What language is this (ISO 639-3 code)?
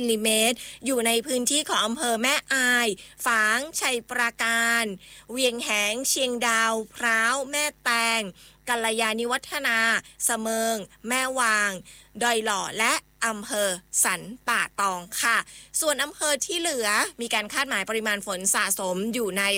tha